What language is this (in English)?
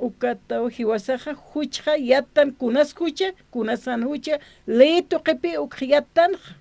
Aymara